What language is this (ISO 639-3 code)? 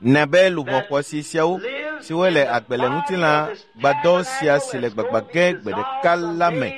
ewe